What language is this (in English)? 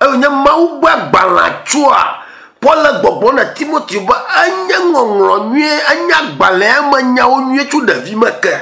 Ewe